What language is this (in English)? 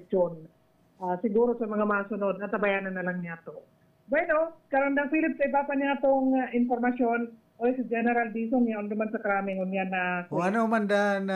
Bikol